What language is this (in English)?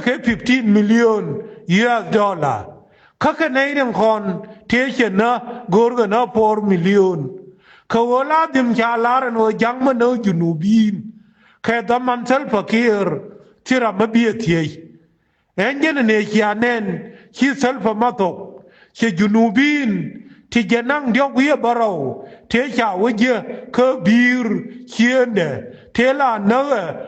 Nuer